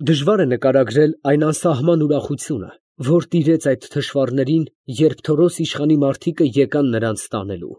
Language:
Armenian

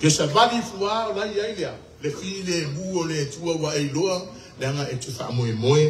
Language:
Samoan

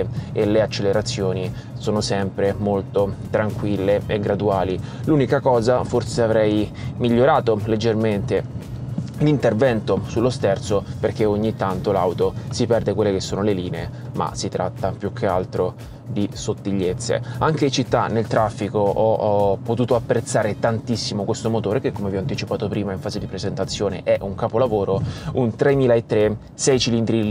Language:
Italian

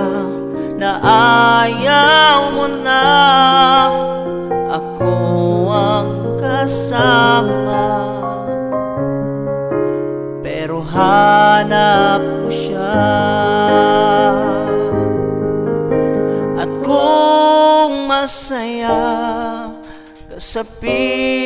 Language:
Filipino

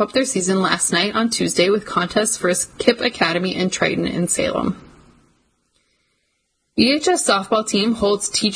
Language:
English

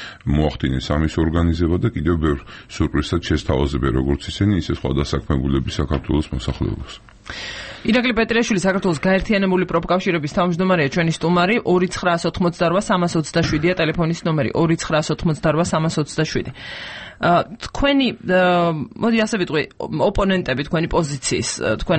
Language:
Georgian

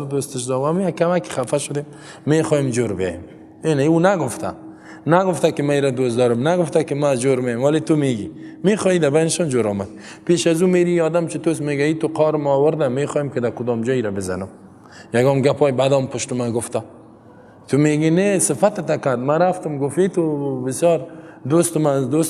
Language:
Persian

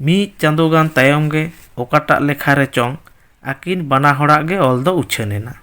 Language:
Santali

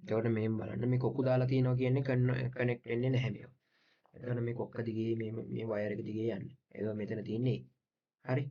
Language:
Sinhala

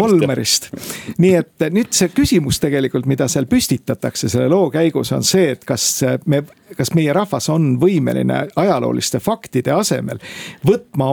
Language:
Estonian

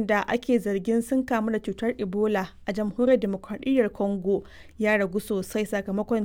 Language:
Hausa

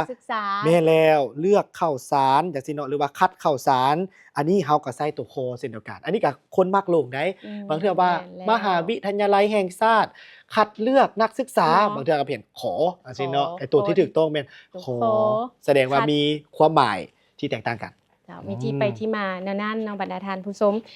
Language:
Lao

